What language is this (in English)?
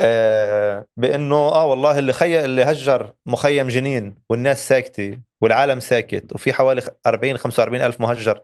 North Levantine Arabic